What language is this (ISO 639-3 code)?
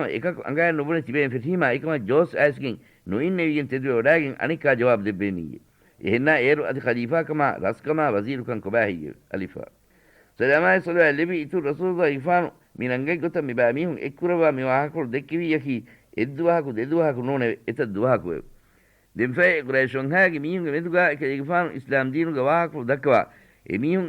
div